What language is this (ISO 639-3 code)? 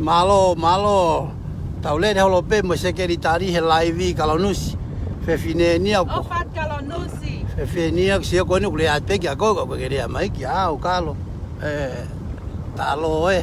ton